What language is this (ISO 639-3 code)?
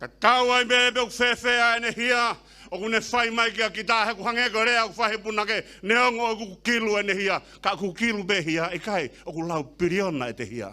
ton